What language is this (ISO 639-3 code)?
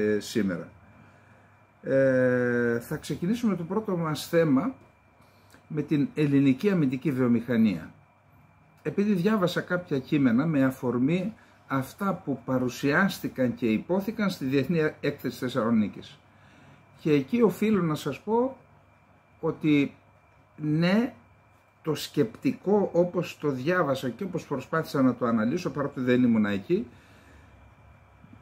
ell